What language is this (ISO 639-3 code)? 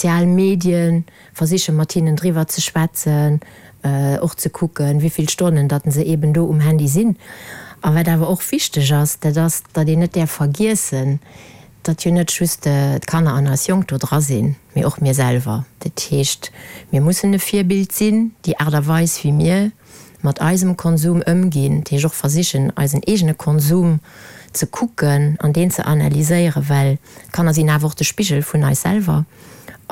ltz